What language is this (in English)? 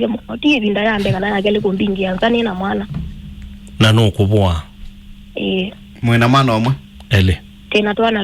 Kamba